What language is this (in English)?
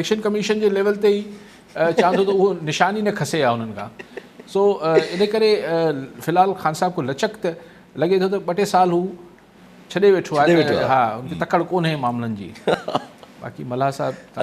Sindhi